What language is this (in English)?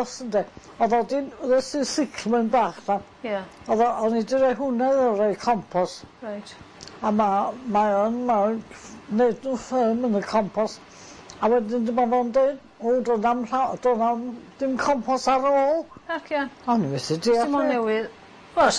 Welsh